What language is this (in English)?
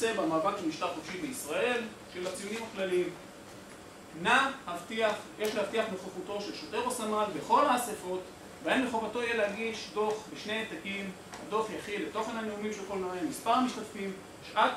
Hebrew